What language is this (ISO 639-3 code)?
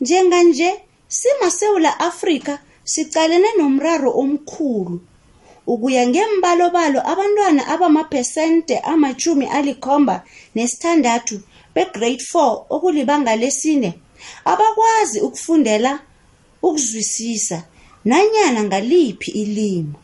nbl